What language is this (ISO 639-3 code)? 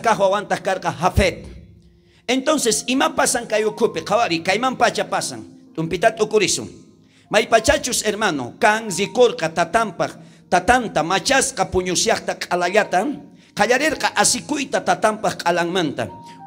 quh